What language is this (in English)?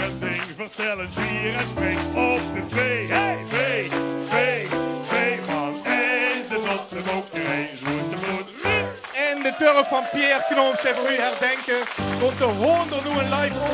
Limburgish